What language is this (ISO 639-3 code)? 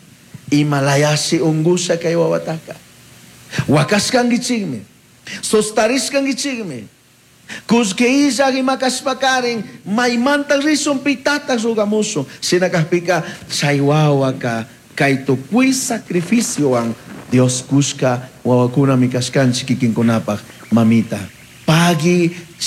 qug